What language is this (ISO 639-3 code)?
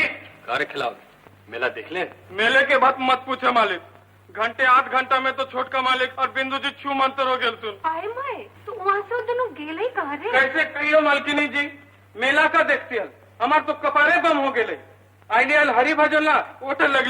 mag